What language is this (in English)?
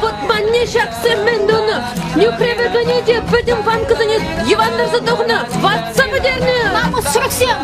Chuvash